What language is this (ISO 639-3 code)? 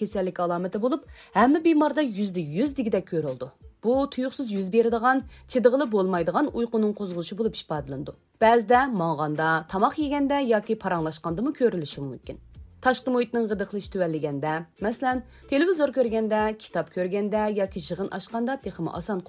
uig